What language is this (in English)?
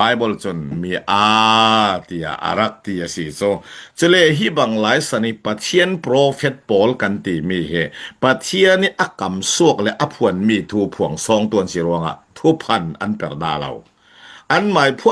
Falam Chin